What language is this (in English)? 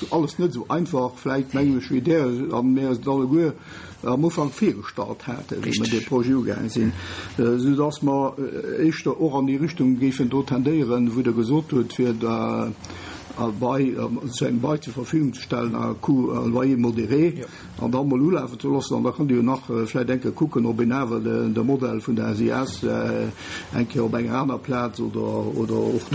Luxembourgish